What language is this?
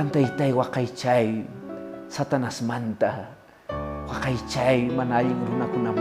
Quechua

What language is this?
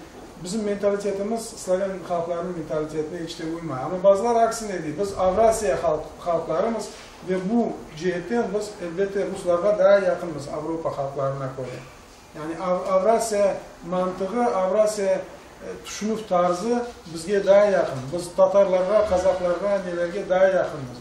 Crimean Tatar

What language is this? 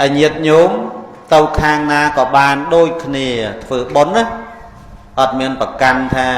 Khmer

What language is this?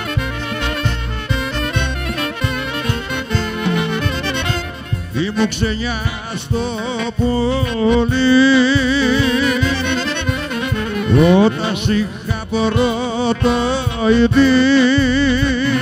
Greek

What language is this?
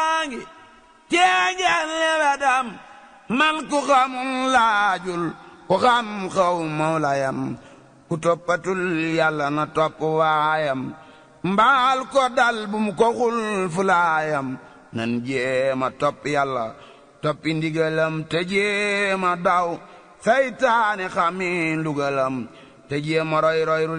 Wolof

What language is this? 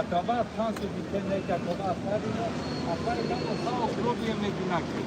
Balkan Romani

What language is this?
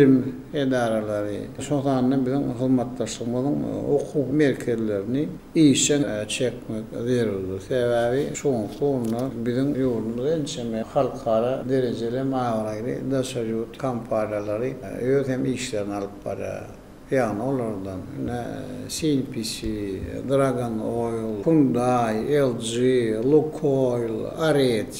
Turkmen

